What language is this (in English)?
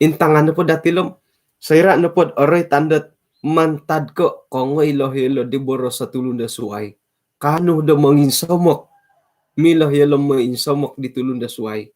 Central Dusun